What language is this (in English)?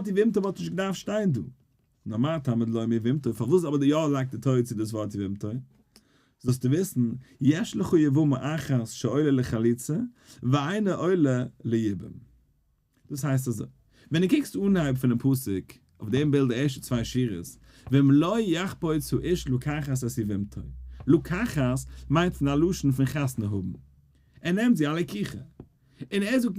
Yiddish